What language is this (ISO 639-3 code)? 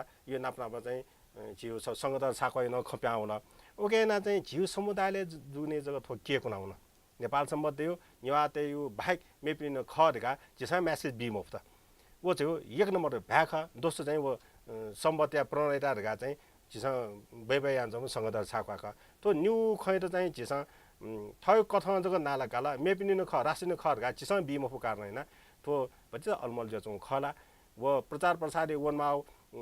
new